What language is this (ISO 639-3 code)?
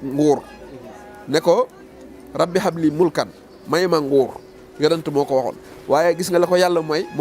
wol